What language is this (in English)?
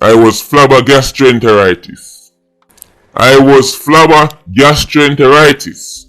Jamaican Creole English